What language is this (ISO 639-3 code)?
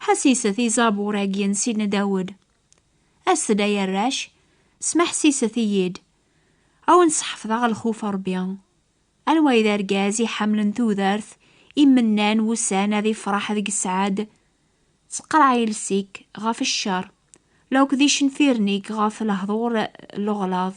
kab